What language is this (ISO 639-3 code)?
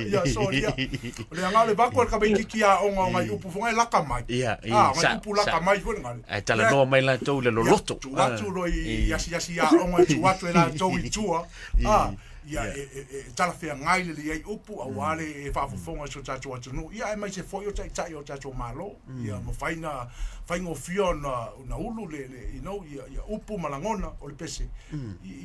smo